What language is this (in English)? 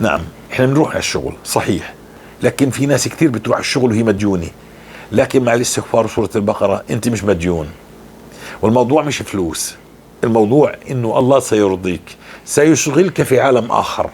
North Levantine Arabic